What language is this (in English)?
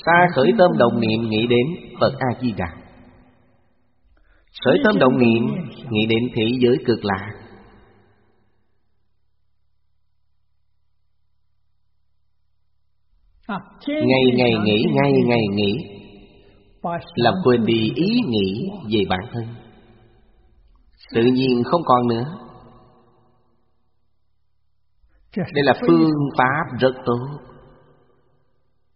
Vietnamese